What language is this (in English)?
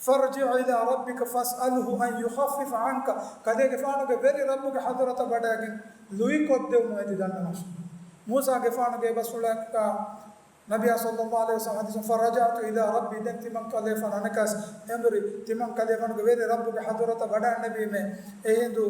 Divehi